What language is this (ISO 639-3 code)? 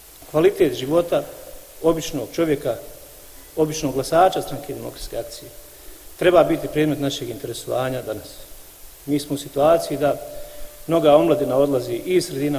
bos